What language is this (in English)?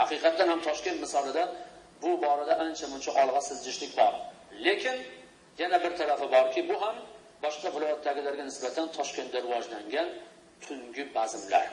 Uzbek